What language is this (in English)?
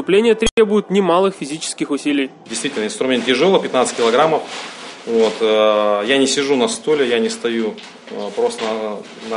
Russian